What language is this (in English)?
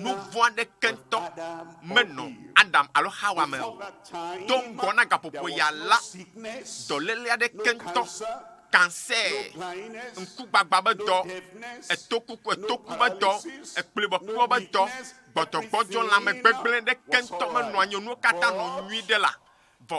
Ewe